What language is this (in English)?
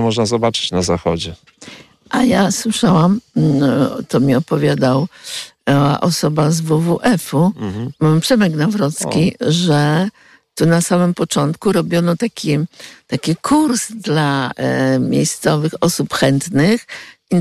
Polish